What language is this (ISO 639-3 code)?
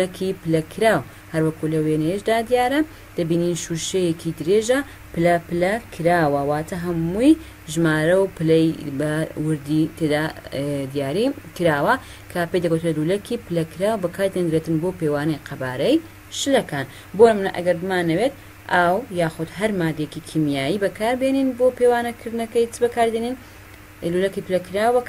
ckb